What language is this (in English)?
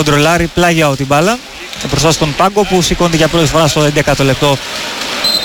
Greek